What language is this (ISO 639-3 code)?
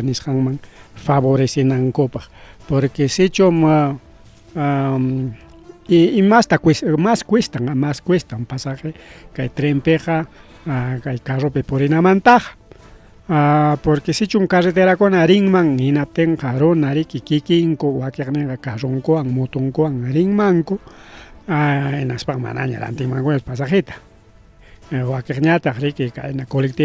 quy